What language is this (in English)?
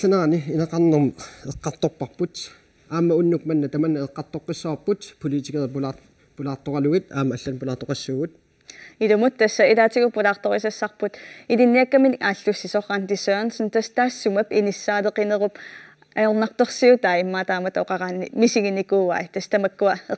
Kalaallisut